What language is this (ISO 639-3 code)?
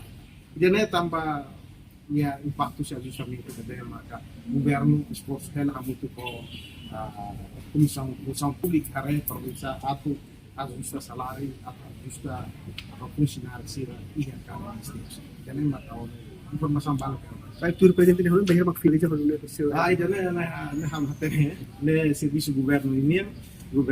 tet